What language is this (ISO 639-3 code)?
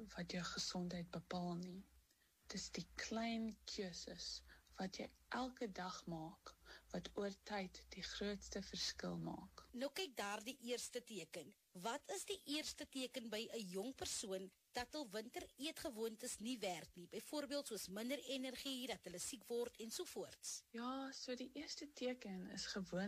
afr